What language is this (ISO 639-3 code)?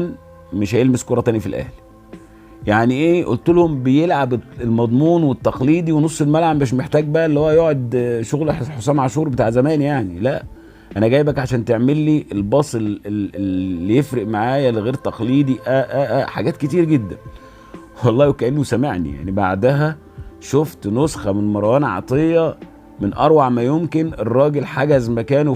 arz